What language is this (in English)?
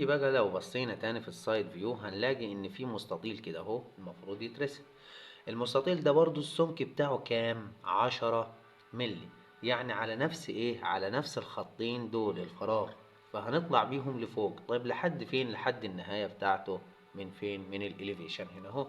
Egyptian Arabic